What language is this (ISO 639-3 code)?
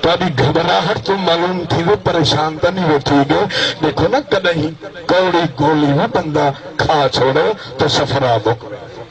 skr